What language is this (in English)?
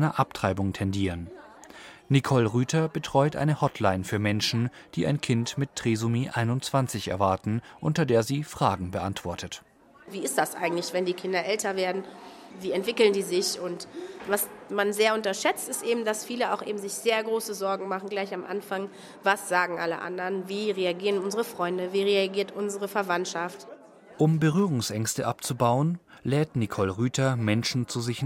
German